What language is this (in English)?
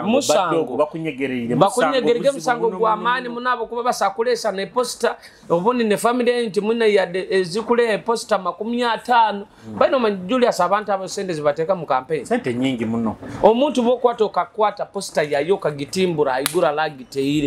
Nyoro